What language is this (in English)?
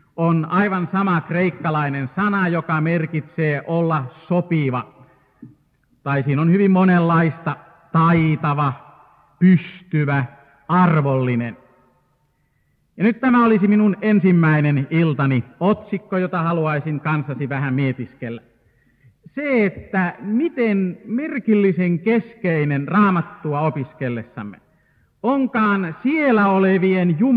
Finnish